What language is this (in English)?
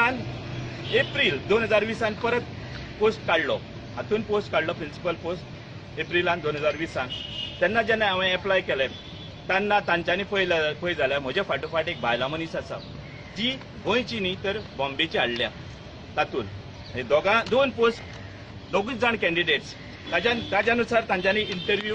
Konkani